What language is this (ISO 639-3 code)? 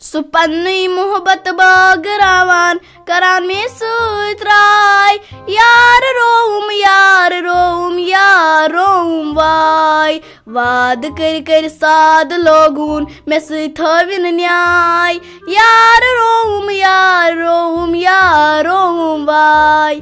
kas